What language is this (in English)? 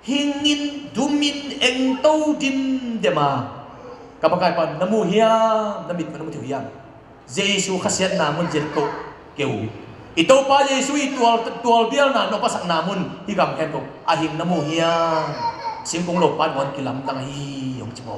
Tedim Chin